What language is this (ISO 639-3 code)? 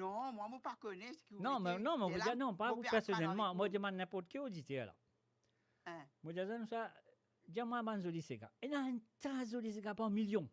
mfe